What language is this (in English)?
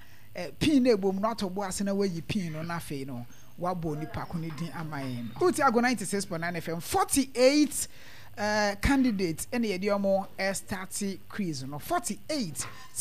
Akan